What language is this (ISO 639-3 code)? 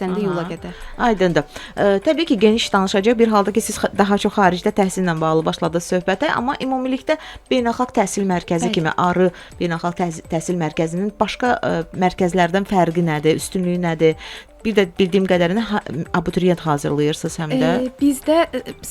aze